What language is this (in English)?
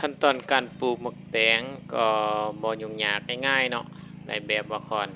Lao